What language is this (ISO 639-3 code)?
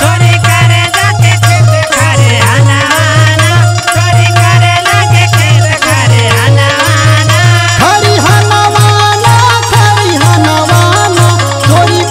bho